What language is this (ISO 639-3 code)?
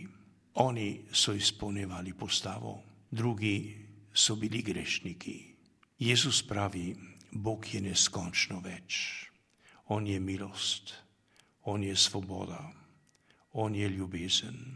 slv